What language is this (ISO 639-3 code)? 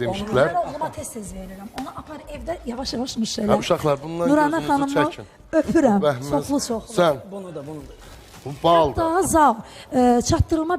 aze